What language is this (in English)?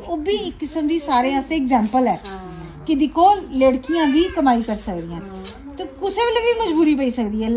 Dogri